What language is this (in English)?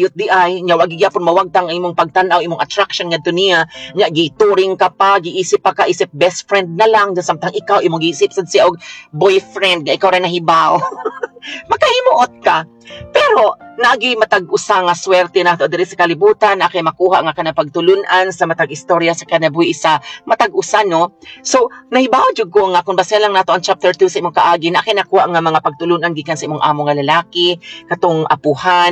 Cebuano